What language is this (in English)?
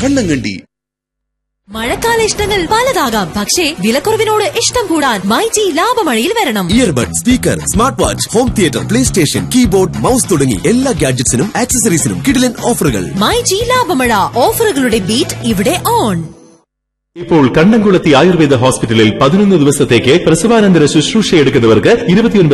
Malayalam